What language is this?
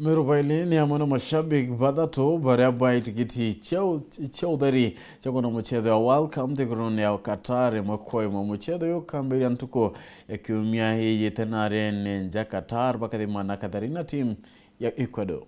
Meru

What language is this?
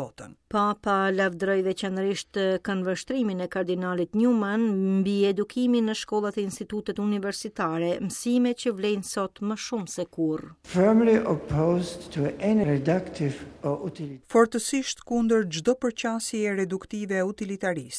Albanian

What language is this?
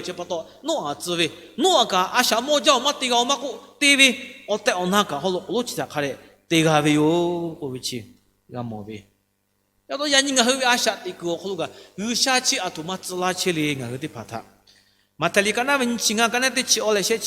Lahu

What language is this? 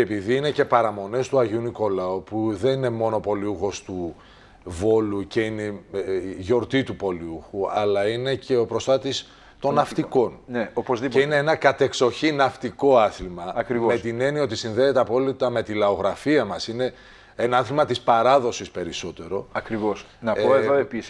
Greek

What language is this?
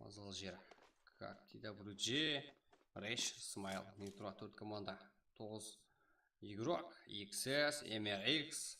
Kara-Kalpak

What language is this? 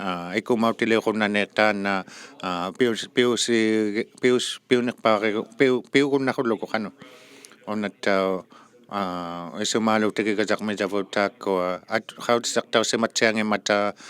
Inuktitut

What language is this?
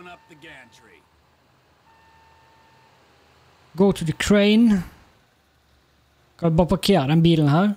Norwegian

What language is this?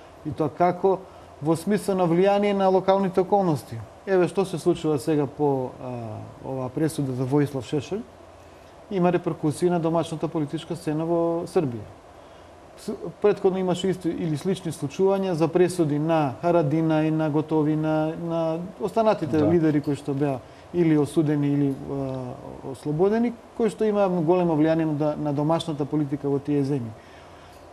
Macedonian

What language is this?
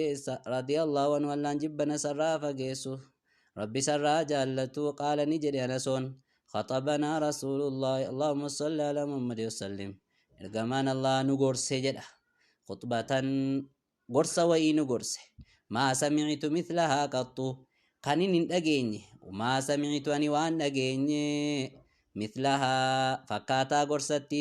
Oromo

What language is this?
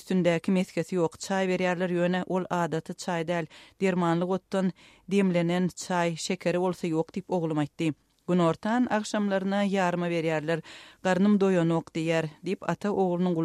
Turkmen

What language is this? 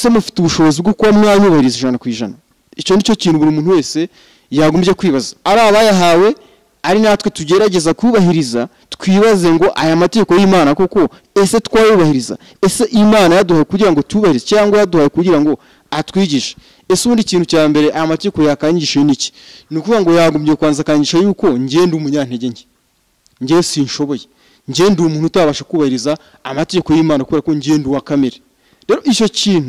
Kinyarwanda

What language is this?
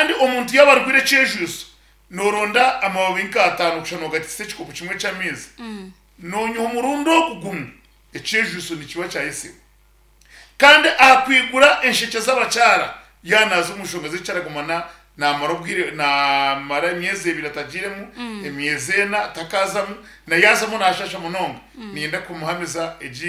Nyankole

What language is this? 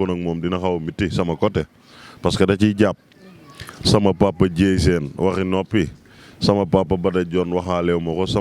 Wolof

